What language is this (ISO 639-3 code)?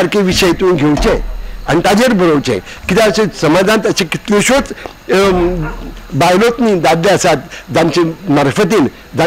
kok